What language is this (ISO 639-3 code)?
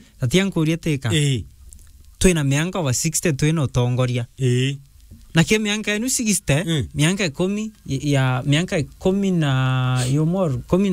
mer